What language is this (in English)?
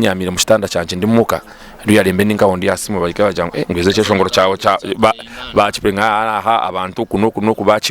Nyankole